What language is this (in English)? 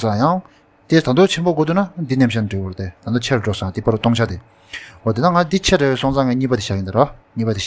Tibetan